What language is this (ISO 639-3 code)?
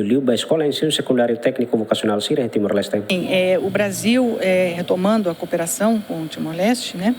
tet